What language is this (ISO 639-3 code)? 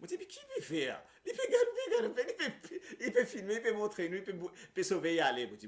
mfe